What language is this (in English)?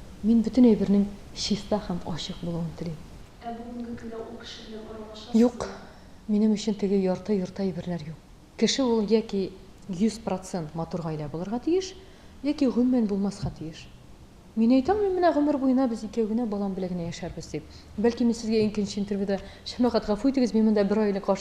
Tatar